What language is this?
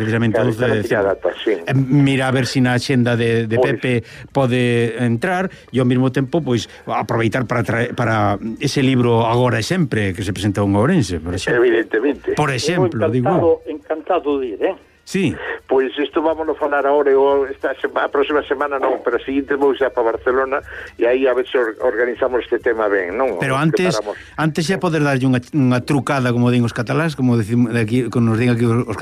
Galician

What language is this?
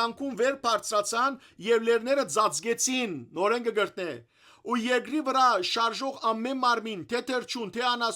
Western Armenian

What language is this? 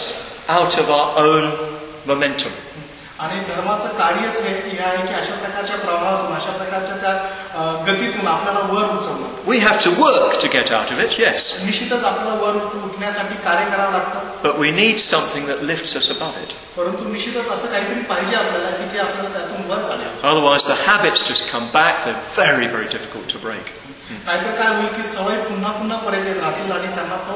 Marathi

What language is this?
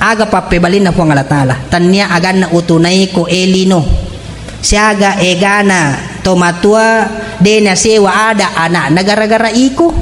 Buginese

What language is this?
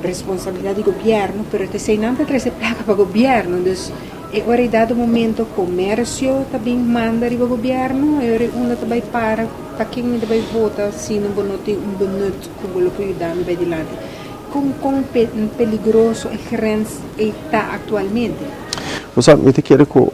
Papiamento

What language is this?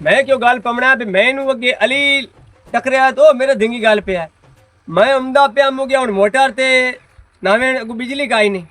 Western Panjabi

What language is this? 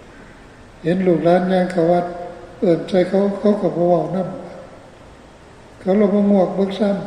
Northeastern Thai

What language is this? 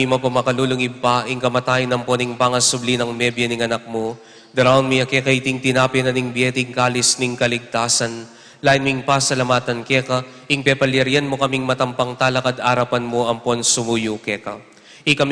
Pampanga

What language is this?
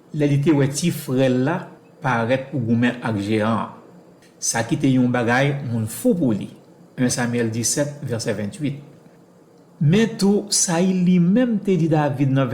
Haitian Creole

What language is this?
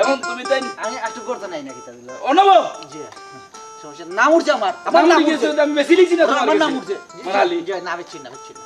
Sylheti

